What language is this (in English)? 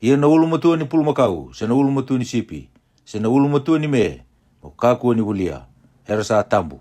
Fijian